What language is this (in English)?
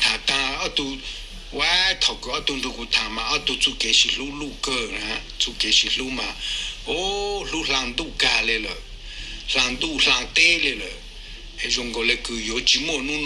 Hmong